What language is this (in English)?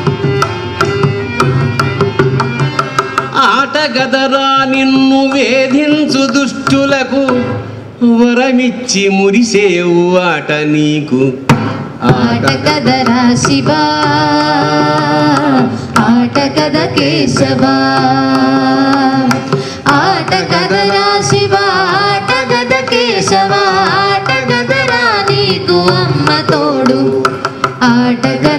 Telugu